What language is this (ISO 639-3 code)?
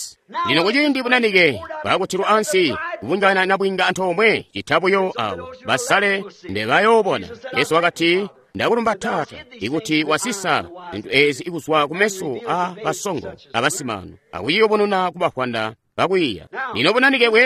toi